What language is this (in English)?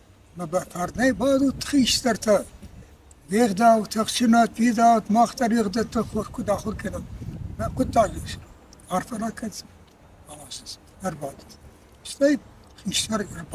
Ossetic